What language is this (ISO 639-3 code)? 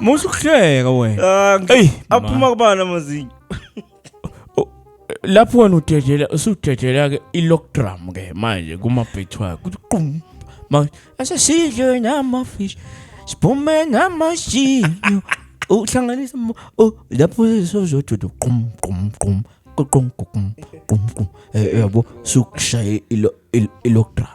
zul